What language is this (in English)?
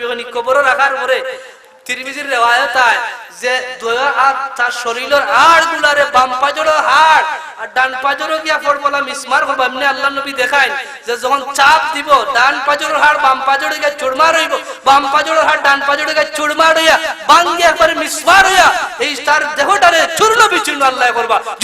Sylheti